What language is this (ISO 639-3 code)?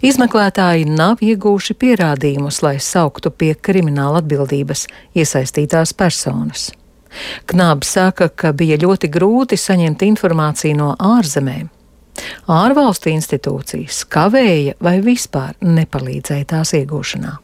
lav